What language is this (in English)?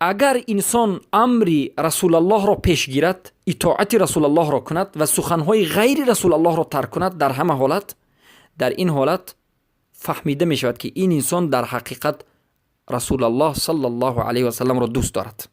Persian